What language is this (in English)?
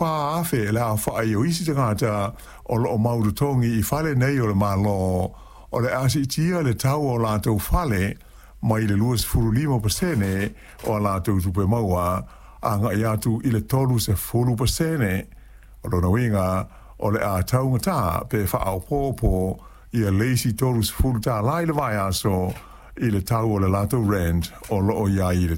Samoan